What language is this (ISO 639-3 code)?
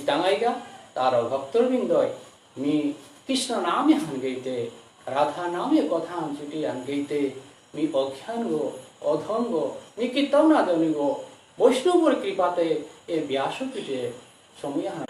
bpy